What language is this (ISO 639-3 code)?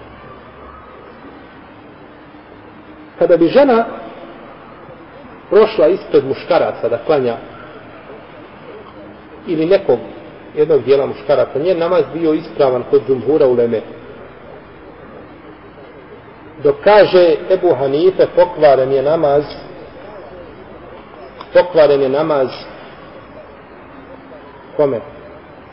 bos